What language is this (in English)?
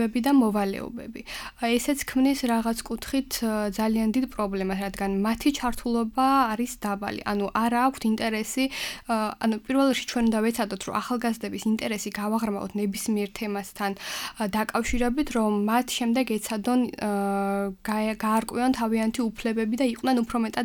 Georgian